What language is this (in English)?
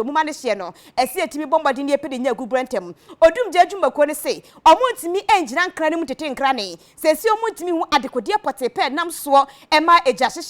Akan